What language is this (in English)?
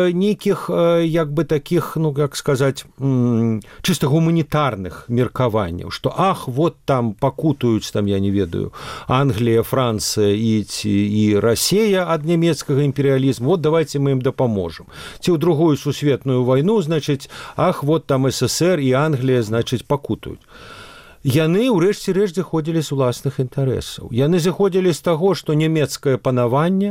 Belarusian